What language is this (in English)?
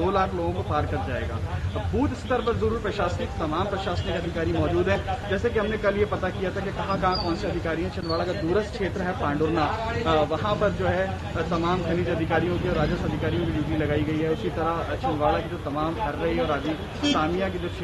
Hindi